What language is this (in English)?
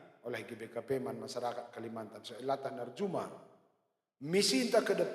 Batak Karo